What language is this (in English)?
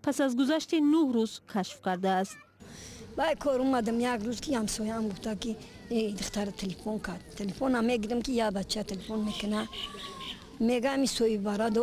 Tajik